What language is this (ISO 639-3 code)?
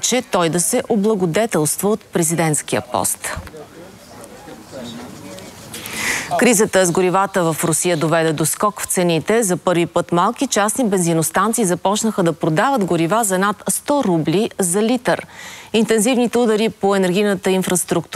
bul